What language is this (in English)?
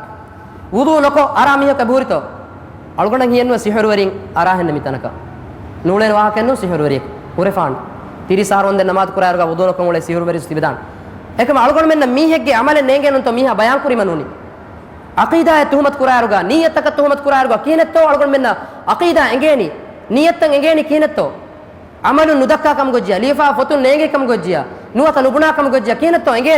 Divehi